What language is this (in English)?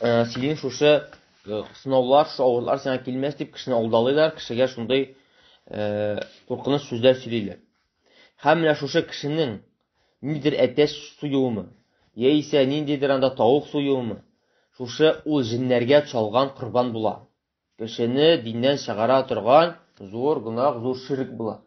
Tatar